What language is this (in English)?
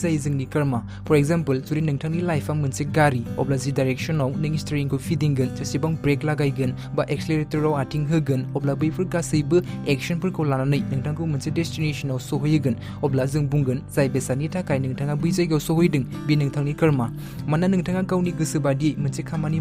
Bodo